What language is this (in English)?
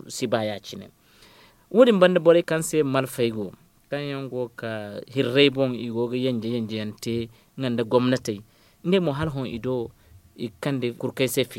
Zarma